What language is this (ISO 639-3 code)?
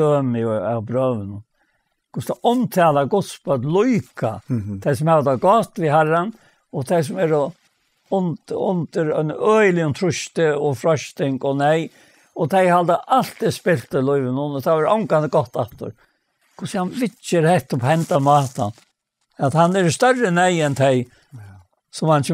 fao